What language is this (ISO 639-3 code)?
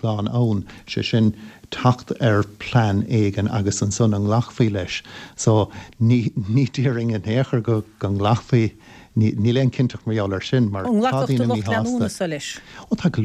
gle